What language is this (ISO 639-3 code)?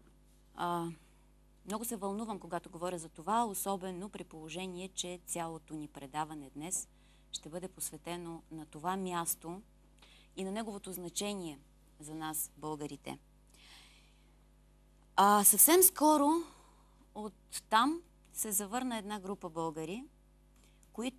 bul